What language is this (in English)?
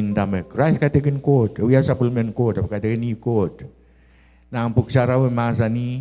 Pohnpeian